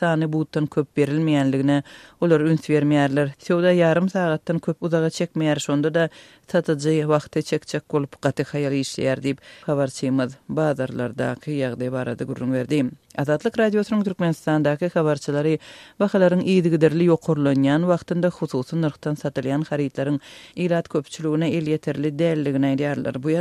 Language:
Turkmen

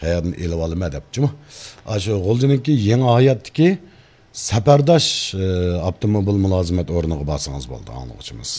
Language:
Uyghur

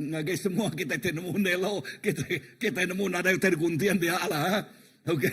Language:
Iban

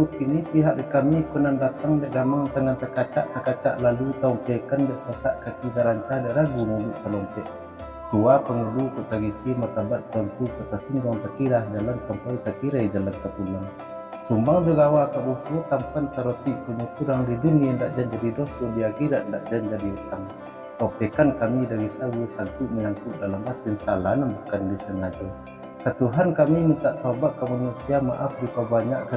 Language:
Minangkabau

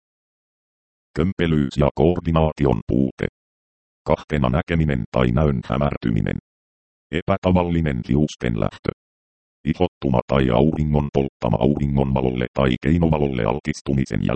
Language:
Finnish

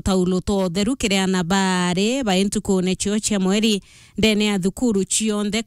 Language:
Meru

